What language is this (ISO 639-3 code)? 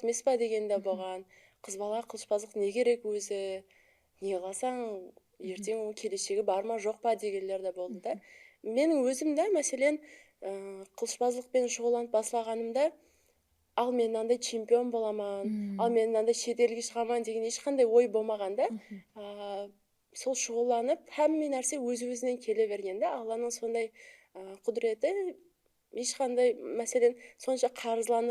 kaa